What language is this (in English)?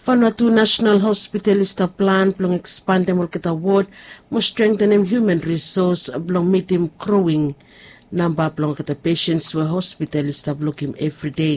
Bislama